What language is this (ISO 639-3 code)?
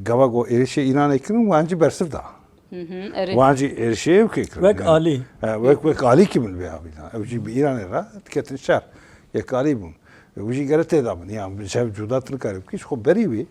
kur